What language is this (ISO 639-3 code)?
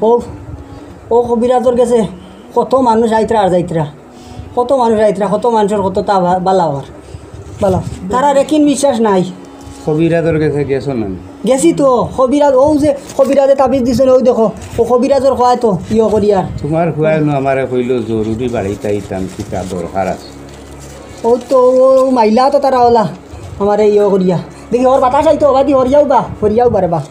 syl